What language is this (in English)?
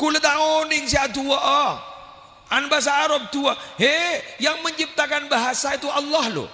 Madurese